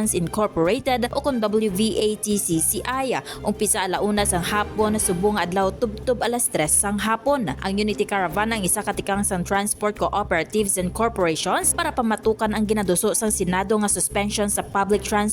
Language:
Hiligaynon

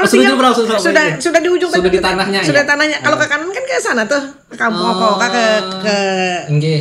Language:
Banjar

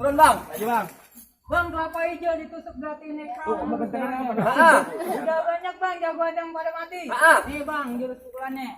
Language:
Betawi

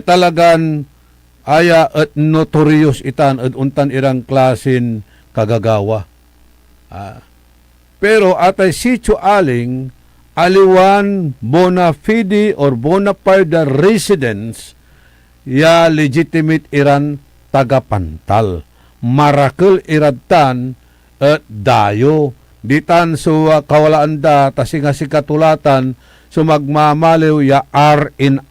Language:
Pangasinan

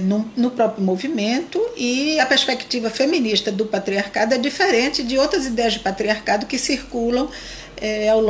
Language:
Portuguese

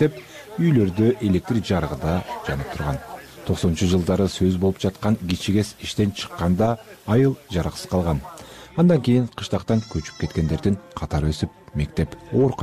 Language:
Kyrgyz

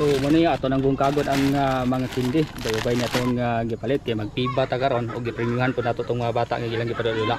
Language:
Cebuano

